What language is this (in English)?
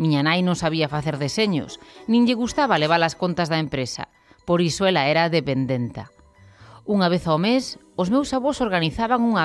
Galician